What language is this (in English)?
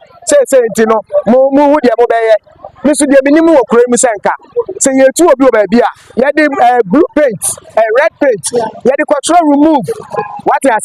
Akan